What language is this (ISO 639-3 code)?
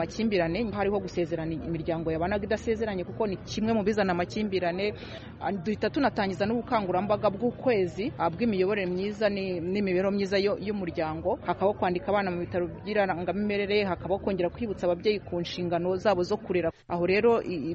kin